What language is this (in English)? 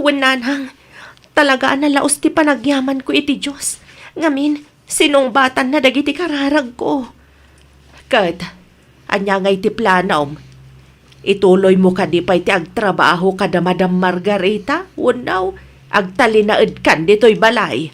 Iloko